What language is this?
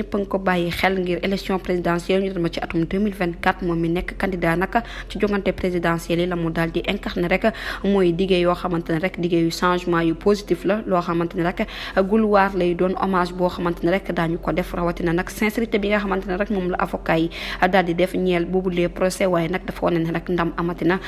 Wolof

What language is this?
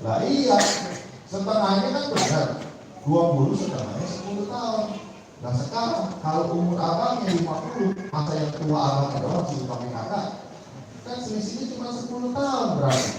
Betawi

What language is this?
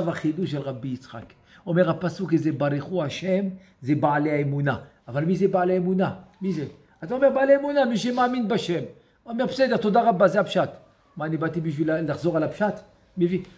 Hebrew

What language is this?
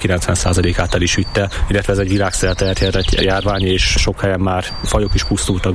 Hungarian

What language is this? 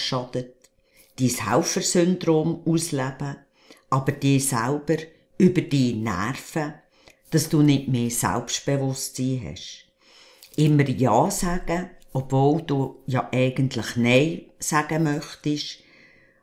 Swiss German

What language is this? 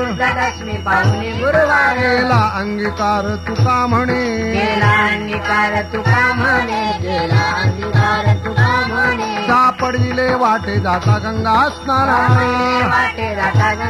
Marathi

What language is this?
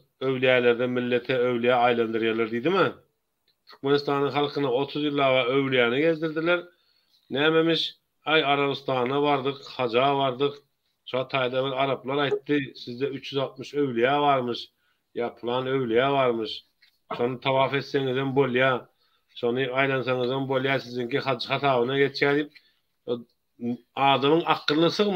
Turkmen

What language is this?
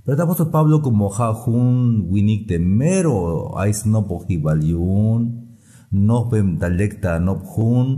Tzeltal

